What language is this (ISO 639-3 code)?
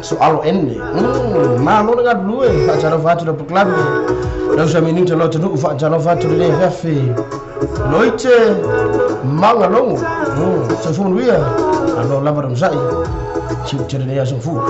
smo